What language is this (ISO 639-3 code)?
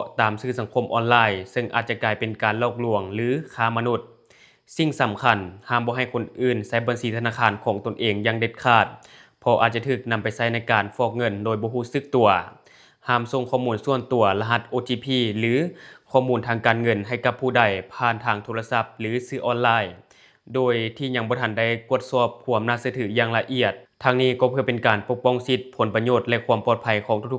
lao